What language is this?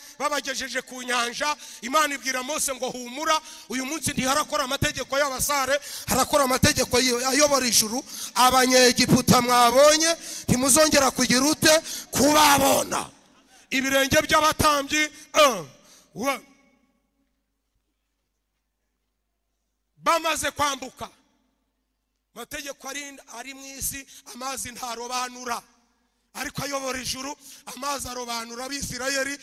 Kinyarwanda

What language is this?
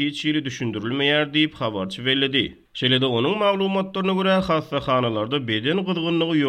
Turkmen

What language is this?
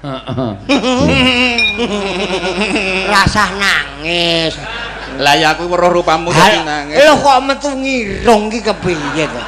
Javanese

